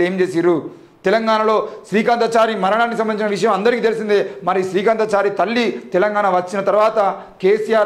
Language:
Telugu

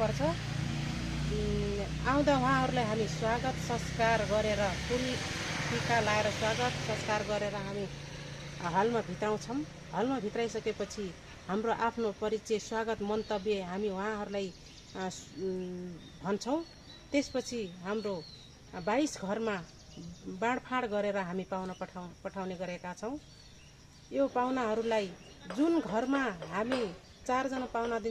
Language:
Nepali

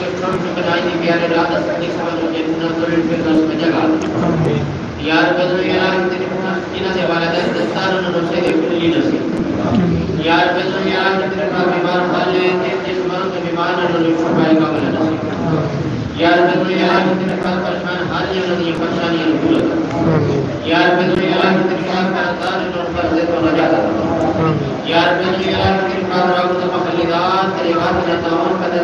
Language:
Urdu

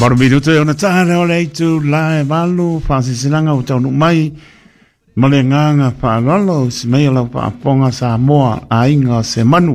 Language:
Samoan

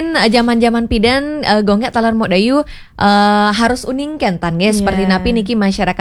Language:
Balinese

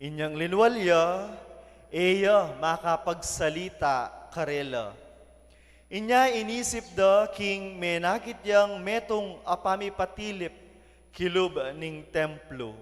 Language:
Pampanga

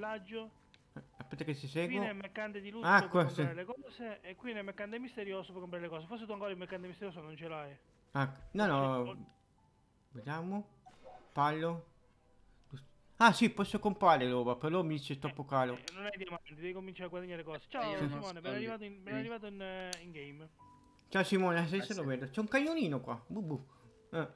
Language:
Italian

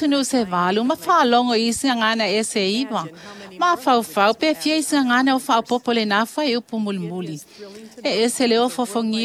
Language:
Samoan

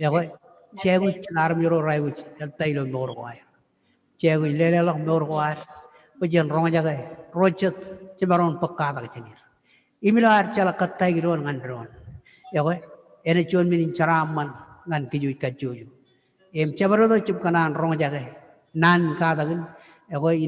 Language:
Marshallese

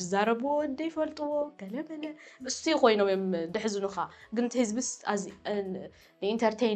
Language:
Tigrinya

